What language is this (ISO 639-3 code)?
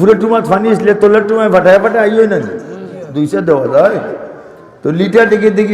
syl